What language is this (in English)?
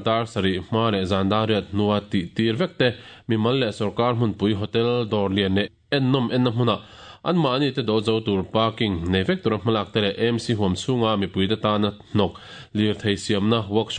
Mizo